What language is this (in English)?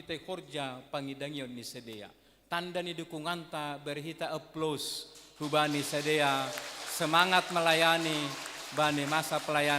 Batak Simalungun